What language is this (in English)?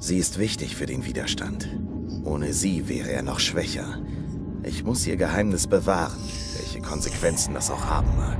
Swiss German